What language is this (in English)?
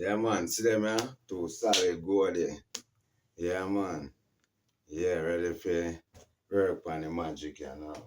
Jamaican Creole English